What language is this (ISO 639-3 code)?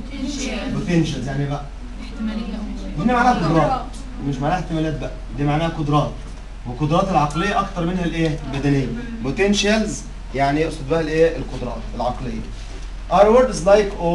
arz